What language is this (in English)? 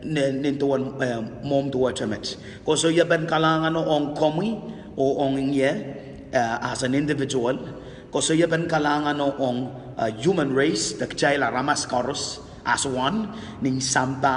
Pohnpeian